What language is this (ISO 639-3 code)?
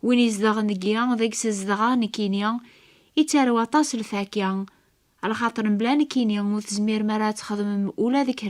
kab